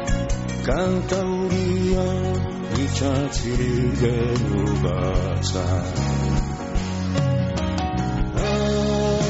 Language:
Basque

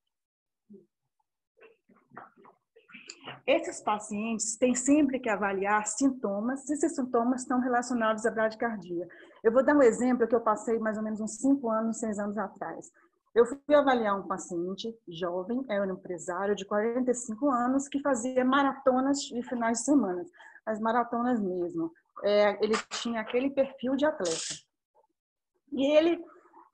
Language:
Portuguese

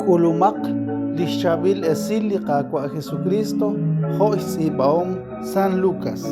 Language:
Kekchí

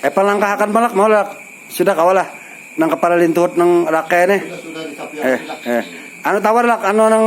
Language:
Banjar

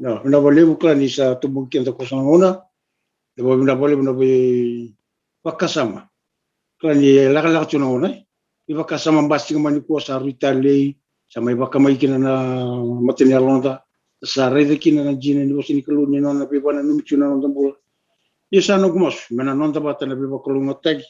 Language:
Fijian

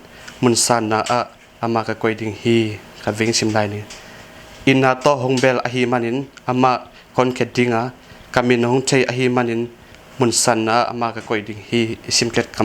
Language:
Tedim Chin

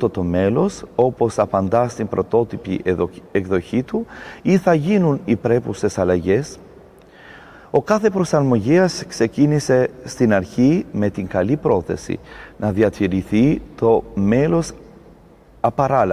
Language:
Greek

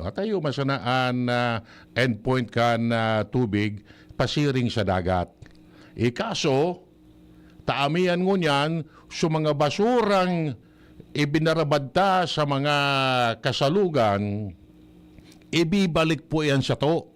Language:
Bikol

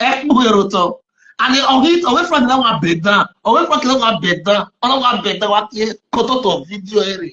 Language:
Nigerian Pidgin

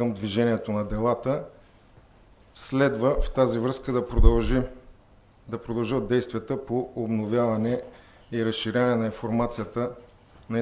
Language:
Bulgarian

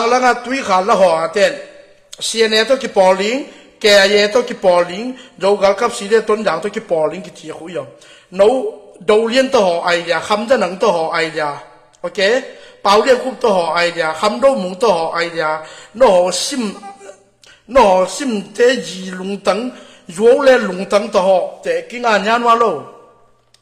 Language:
Tedim Chin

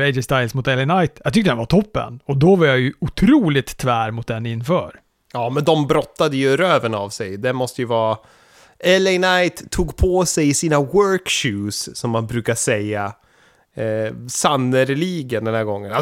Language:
Swedish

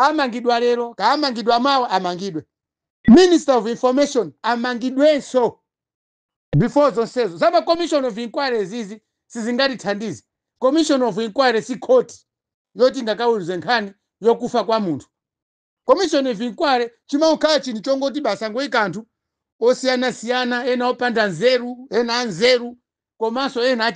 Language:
Nyanja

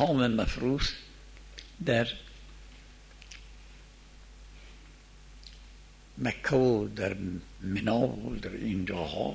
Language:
Persian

